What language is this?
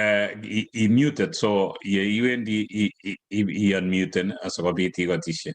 Kalenjin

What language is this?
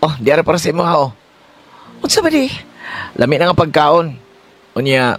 Cebuano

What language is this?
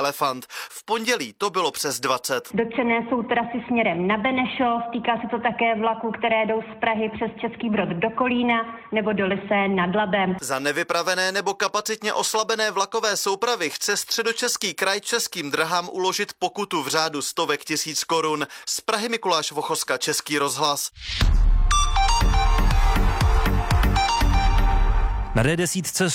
Czech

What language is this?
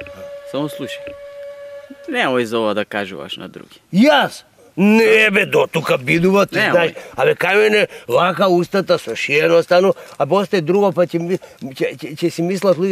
Macedonian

